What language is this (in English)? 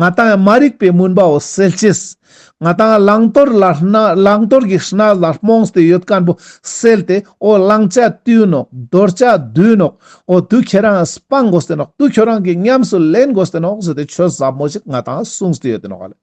Ladakhi